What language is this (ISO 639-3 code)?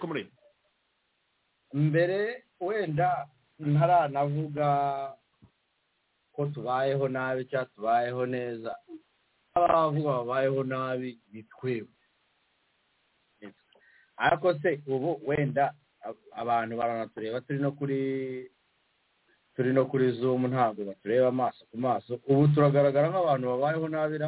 kin